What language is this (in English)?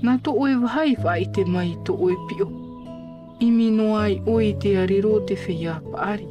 Tahitian